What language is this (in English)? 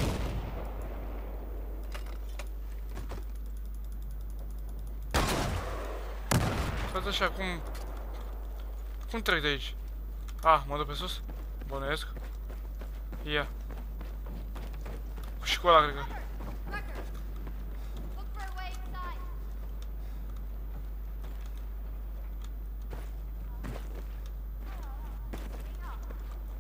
Romanian